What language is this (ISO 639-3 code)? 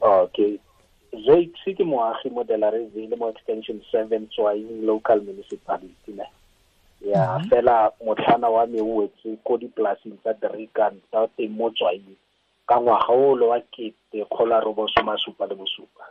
tsn